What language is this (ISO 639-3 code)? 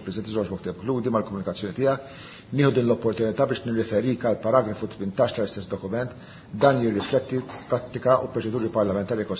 mlt